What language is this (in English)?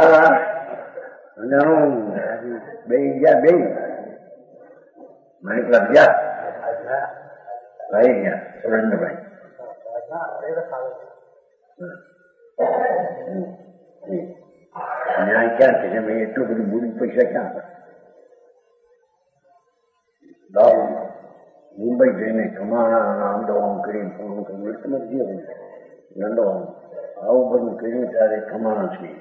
Gujarati